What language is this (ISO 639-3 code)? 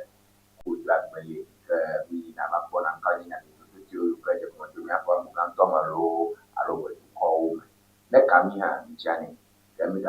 ewe